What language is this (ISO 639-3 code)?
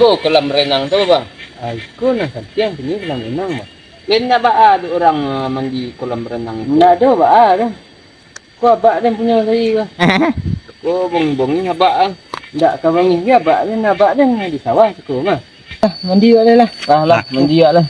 min